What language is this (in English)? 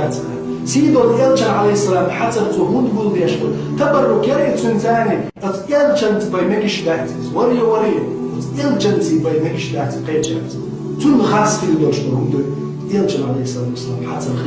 Chechen